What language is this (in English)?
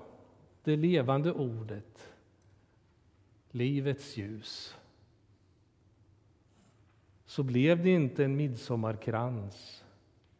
Swedish